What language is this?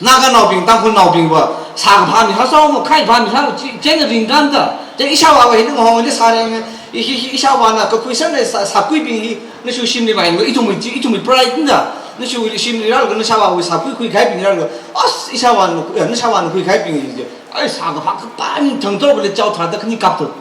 Tangkhul Naga (India)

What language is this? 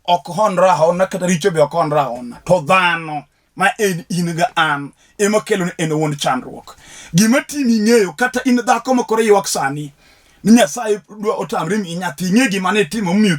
Luo (Kenya and Tanzania)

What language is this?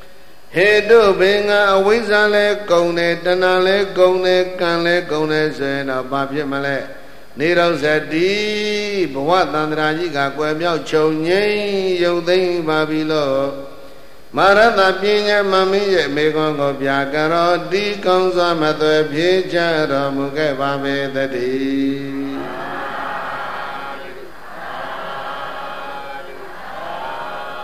Burmese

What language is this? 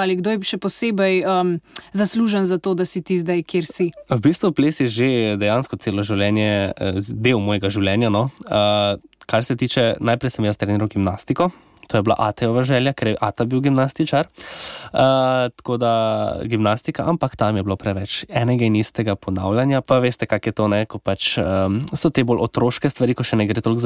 Slovenian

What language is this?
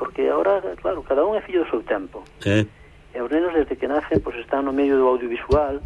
Galician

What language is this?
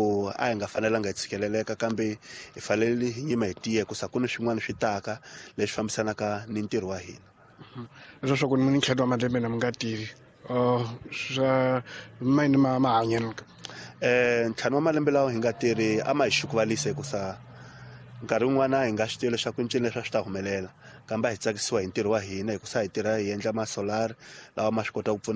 Tsonga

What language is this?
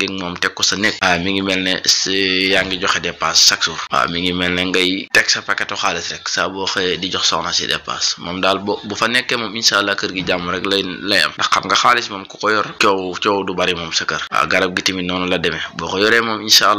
Wolof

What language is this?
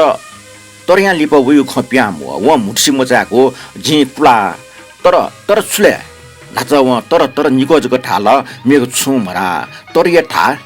Newari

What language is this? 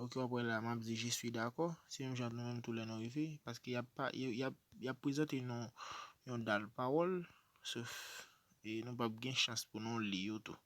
Haitian Creole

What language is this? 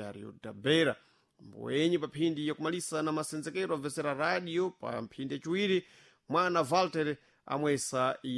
Sena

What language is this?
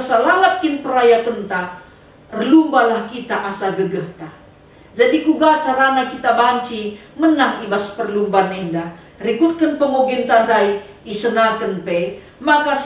Batak Karo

